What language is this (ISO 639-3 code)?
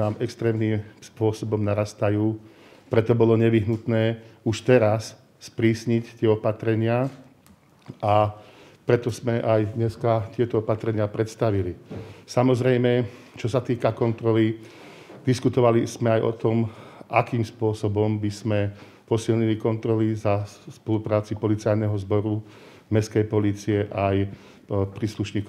slk